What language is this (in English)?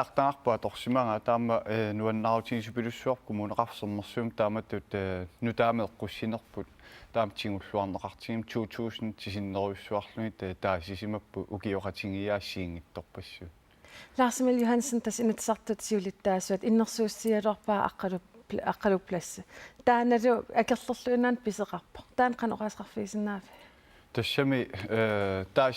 Kalaallisut